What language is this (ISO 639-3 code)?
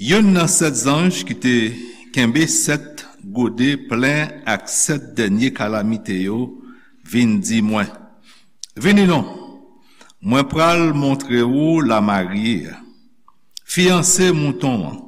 hat